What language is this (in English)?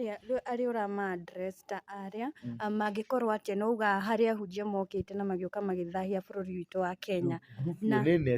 Kikuyu